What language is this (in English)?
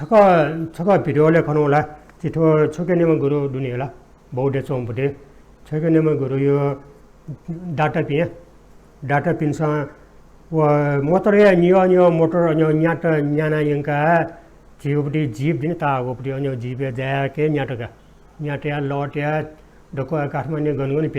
Newari